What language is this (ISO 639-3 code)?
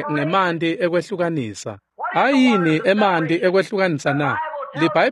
ssw